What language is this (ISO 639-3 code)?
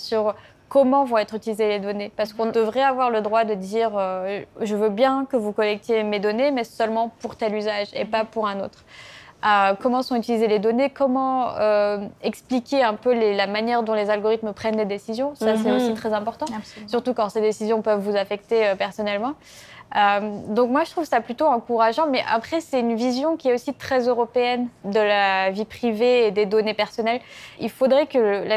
fra